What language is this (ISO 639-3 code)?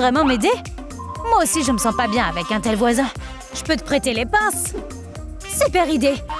fra